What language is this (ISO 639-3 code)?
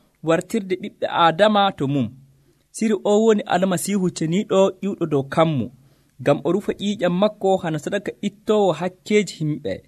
fuv